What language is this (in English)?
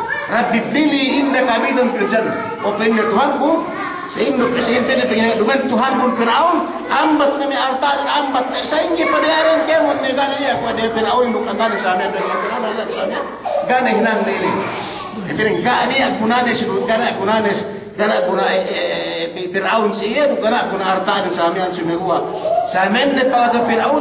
Yakan